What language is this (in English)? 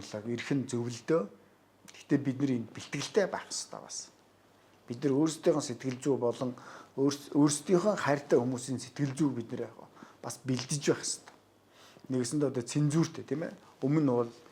Mongolian